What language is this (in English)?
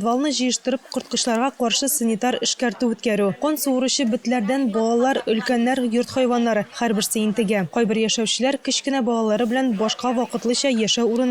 Tatar